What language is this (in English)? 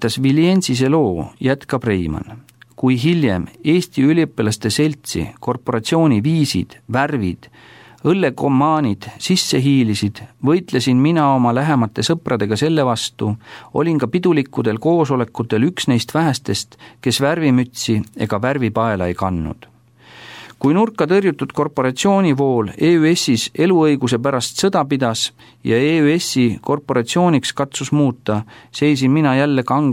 Estonian